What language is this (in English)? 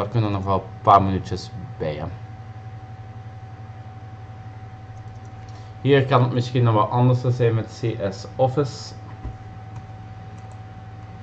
Dutch